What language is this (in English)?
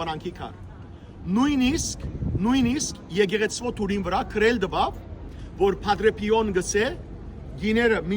Western Armenian